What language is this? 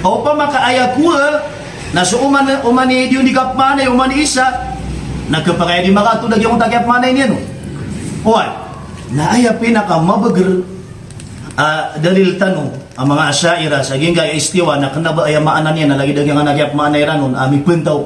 Maranao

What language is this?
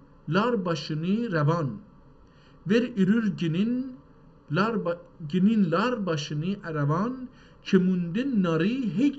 South Azerbaijani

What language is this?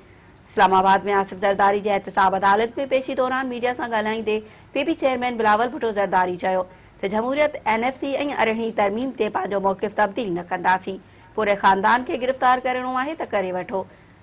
Sindhi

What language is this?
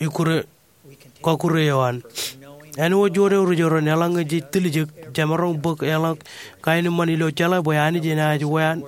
Marshallese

